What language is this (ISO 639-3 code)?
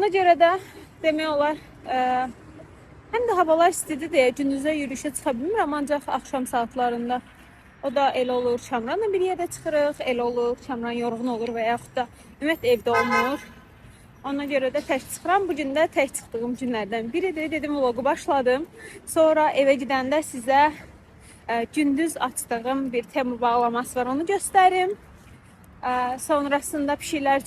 aze